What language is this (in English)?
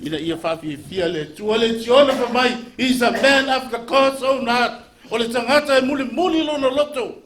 Samoan